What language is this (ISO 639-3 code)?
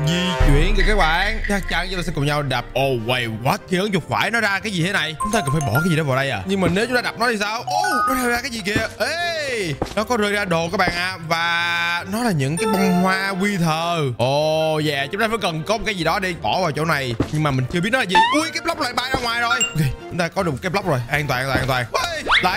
vie